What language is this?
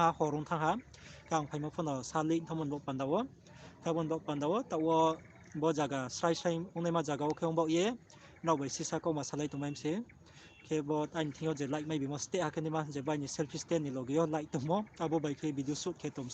Riang (India)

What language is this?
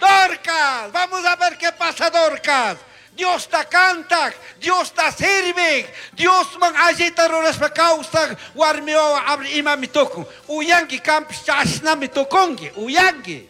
Chimborazo Highland Quichua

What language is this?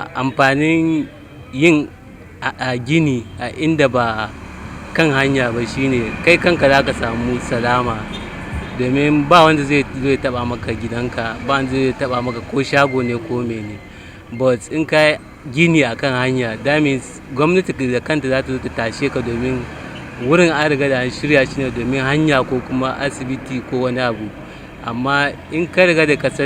Hausa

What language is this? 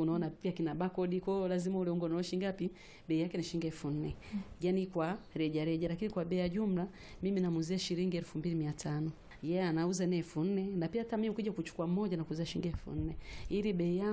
Swahili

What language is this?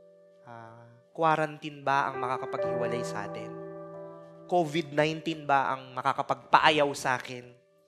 Filipino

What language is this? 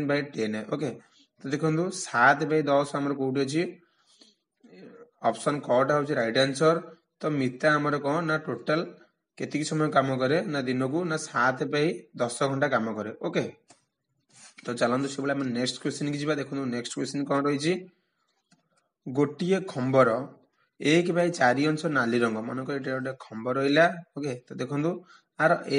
Odia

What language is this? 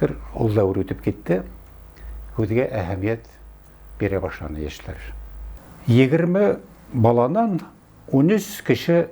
Bashkir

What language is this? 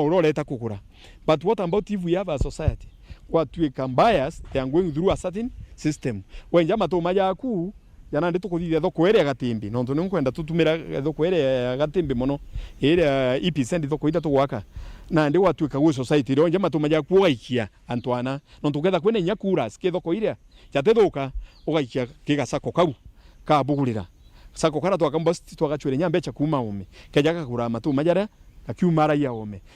Meru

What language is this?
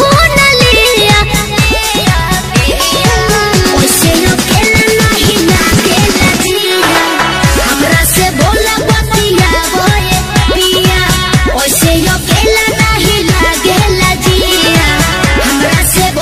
Bhojpuri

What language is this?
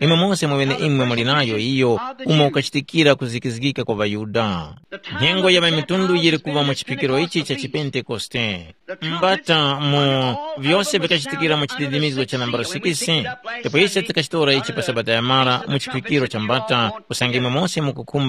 Tumbuka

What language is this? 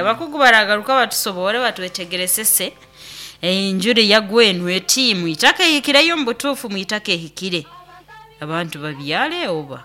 Nyankole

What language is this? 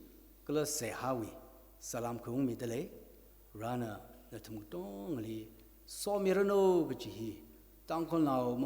Tangkhul Naga (India)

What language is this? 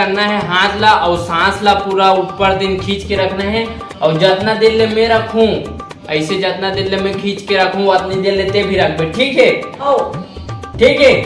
Chhattisgarhi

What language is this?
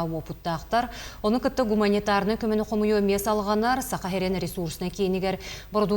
Yakut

